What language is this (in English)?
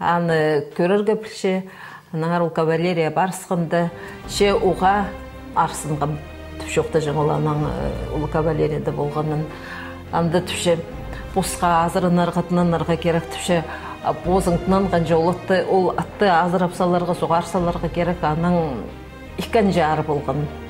Khakas